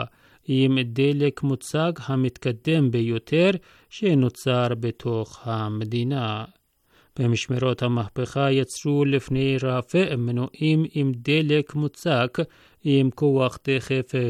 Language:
Hebrew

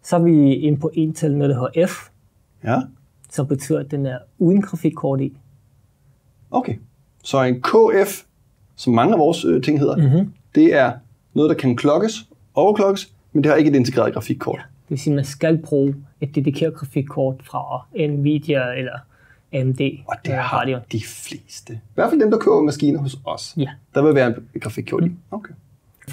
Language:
Danish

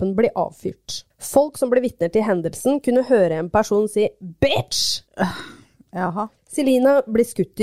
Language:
Norwegian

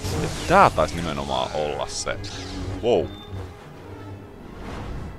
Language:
Finnish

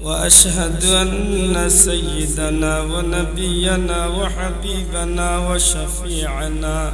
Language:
Sylheti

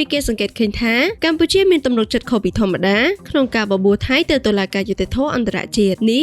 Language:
Khmer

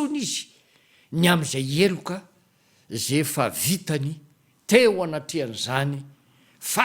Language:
Malagasy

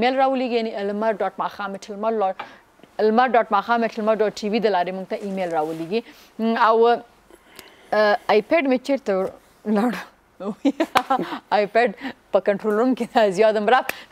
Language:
Pashto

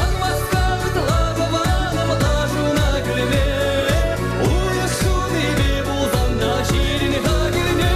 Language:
Chuvash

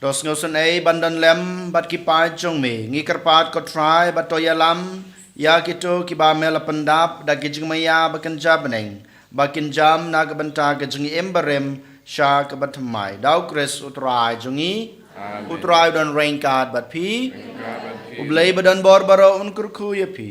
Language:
Khasi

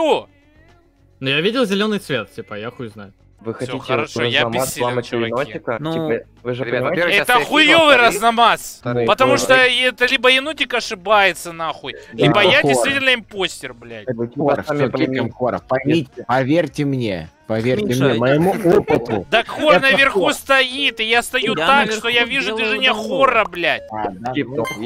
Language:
Russian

